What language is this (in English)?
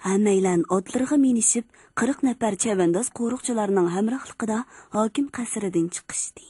Uyghur